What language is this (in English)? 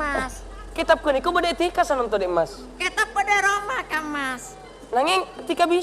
Madurese